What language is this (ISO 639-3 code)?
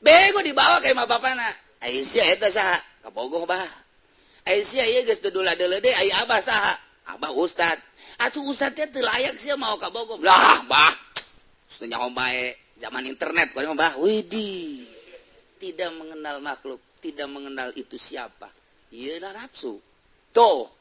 sun